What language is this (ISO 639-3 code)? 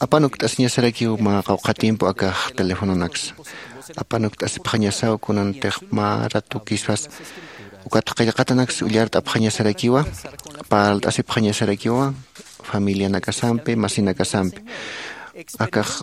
aym